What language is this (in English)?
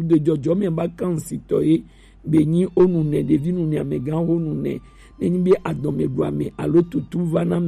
Gen